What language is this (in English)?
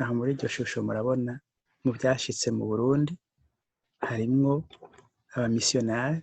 Rundi